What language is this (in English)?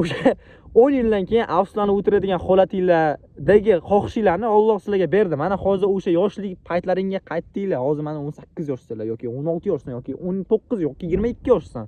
Uzbek